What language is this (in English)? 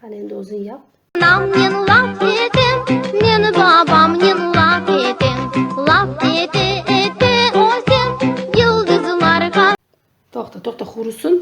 Crimean Tatar